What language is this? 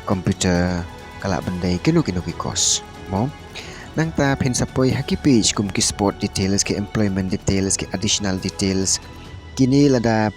Khasi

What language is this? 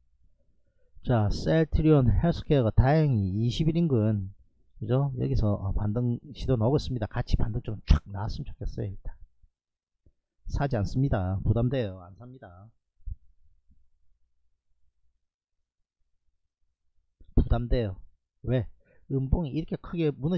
Korean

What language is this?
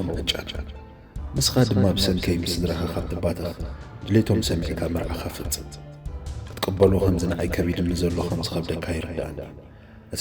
Tigrinya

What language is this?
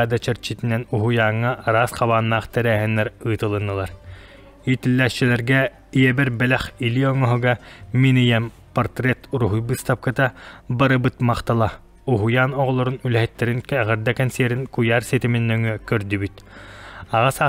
Yakut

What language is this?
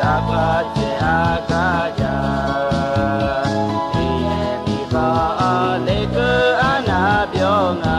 Akha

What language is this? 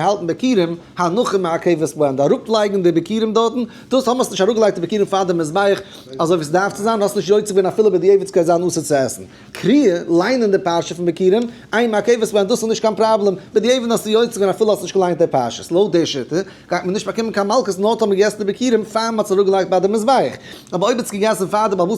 Yiddish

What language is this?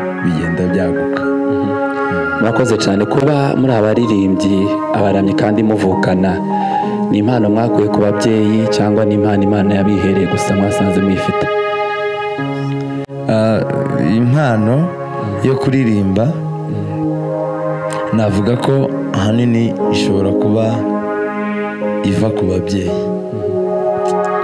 Kinyarwanda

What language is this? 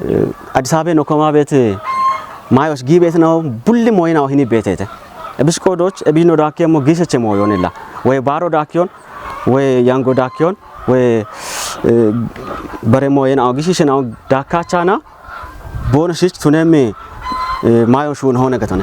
Kafa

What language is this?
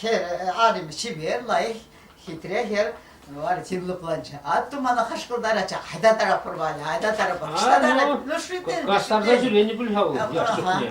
Chuvash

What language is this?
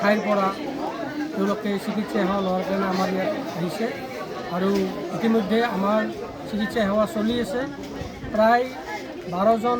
Assamese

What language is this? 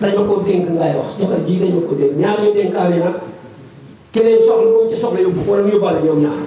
Wolof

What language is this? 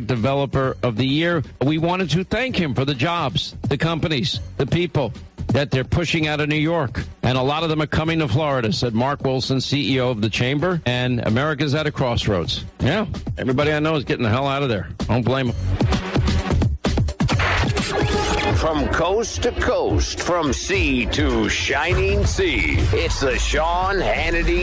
English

